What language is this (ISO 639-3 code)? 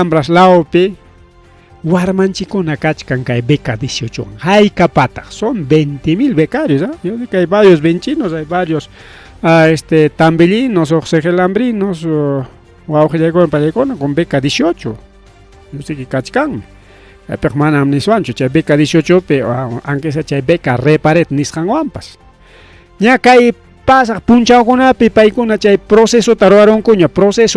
quy